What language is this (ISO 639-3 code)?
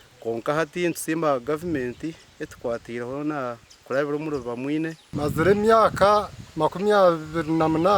nyn